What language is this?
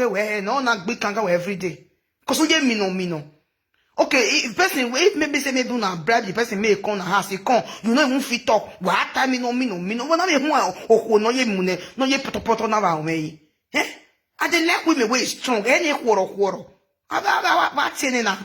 Nigerian Pidgin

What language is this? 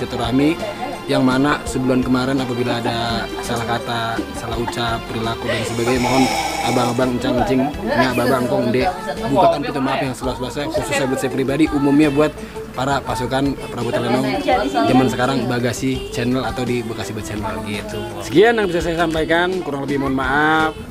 Betawi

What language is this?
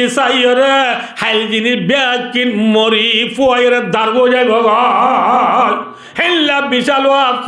Rohingya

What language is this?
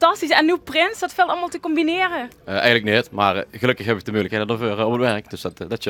Limburgish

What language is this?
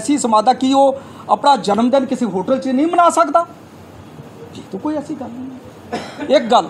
Punjabi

